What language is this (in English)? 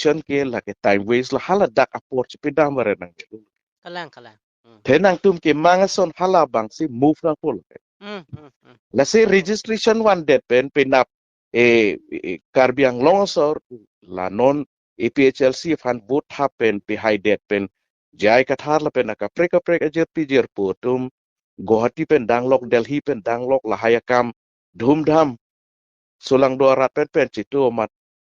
Karbi